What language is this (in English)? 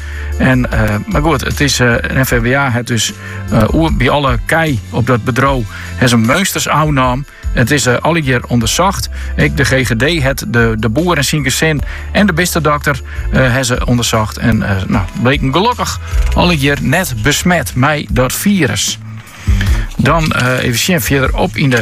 Dutch